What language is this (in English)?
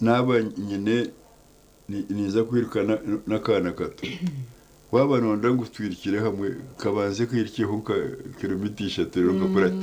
Nyankole